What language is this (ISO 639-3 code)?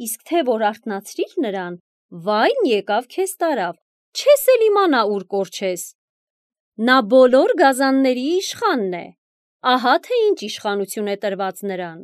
hye